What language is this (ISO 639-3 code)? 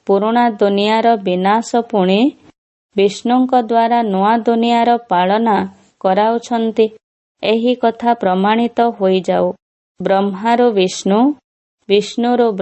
ori